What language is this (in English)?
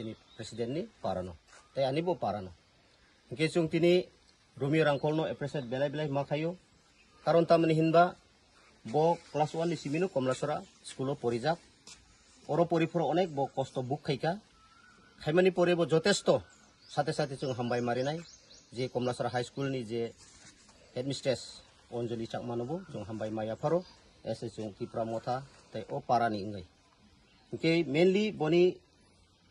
Kok Borok